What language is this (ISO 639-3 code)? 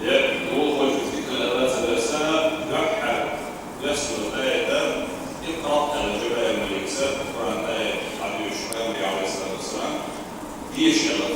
che